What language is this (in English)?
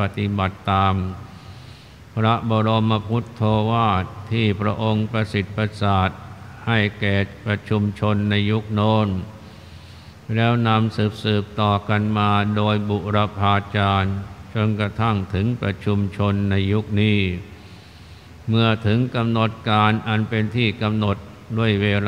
Thai